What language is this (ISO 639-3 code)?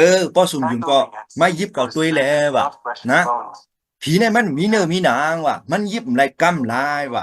shn